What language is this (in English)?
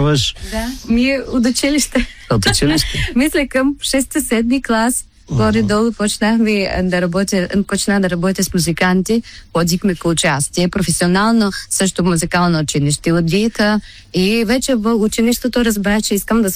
Bulgarian